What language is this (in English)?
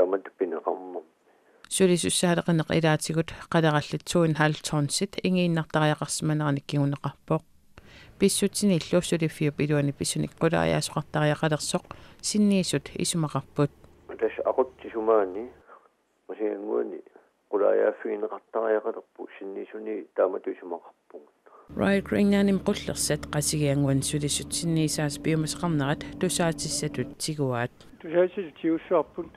Kalaallisut